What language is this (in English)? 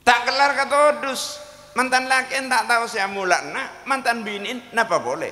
Madurese